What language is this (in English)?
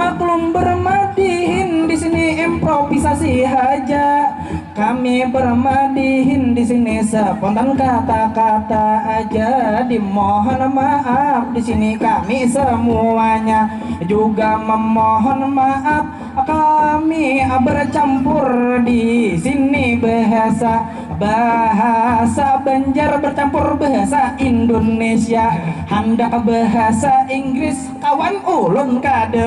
Banjar